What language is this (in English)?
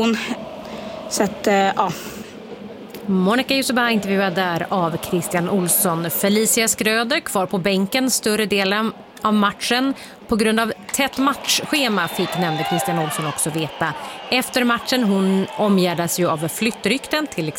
Swedish